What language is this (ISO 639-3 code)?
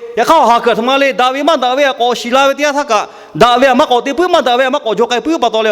lhu